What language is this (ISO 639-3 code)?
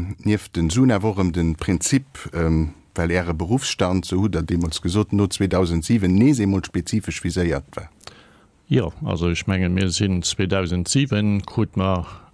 ltz